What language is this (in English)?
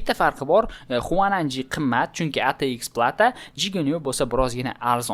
Uzbek